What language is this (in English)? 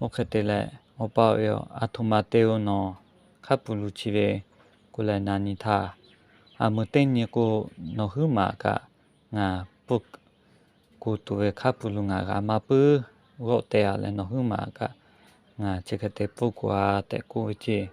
Lahu